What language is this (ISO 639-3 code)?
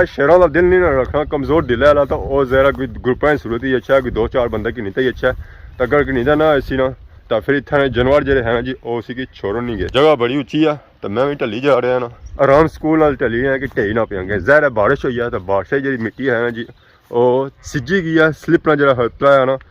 phr